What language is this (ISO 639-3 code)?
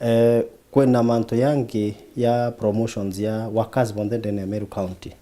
mer